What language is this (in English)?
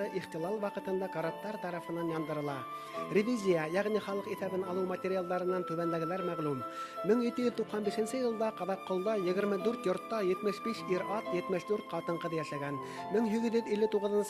Bashkir